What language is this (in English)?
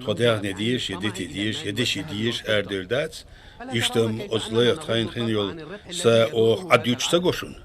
Chechen